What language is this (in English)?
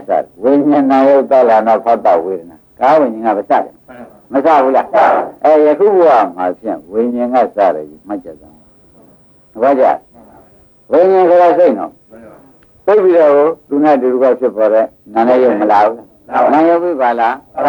Burmese